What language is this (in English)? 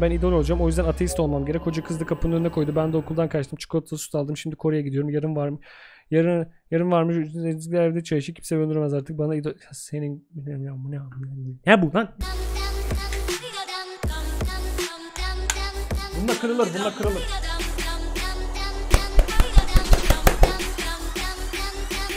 Turkish